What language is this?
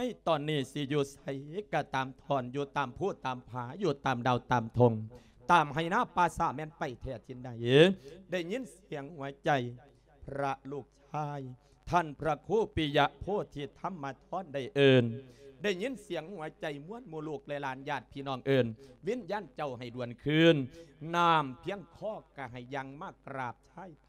Lao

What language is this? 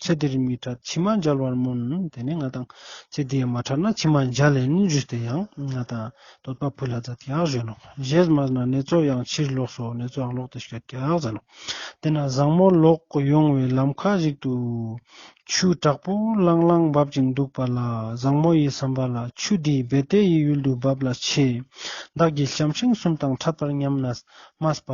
Ladakhi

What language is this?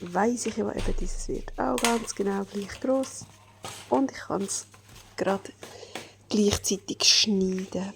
Swiss German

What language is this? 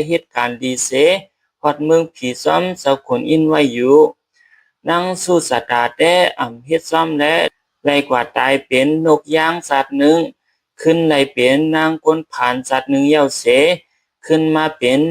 Shan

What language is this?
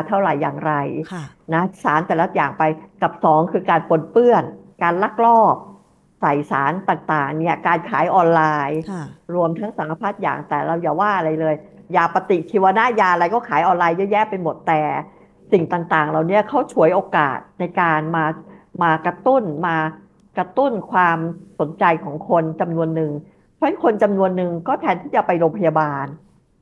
Thai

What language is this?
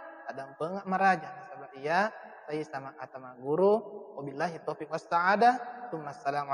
Buginese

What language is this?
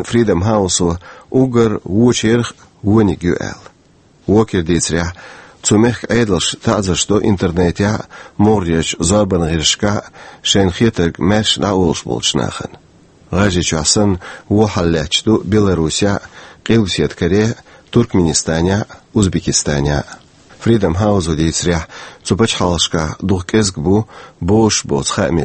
Chechen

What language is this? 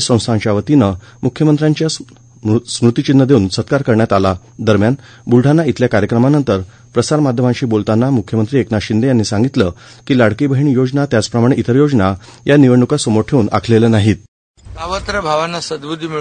Marathi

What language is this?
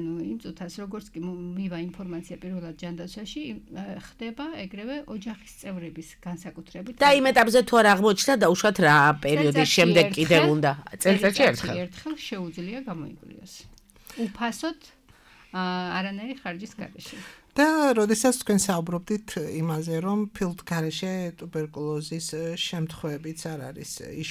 Georgian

